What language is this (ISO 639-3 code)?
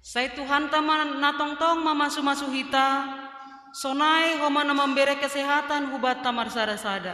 bts